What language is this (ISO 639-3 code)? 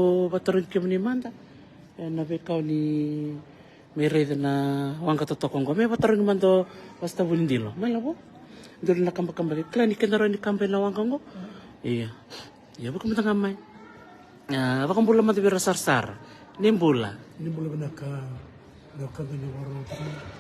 fij